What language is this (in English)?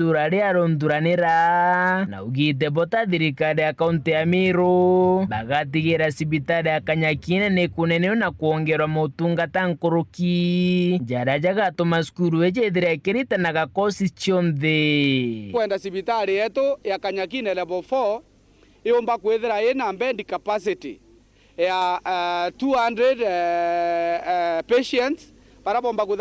Meru